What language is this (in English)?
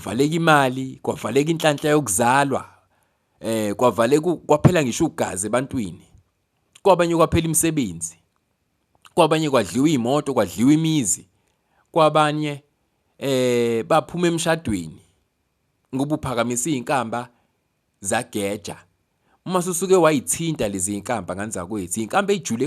Zulu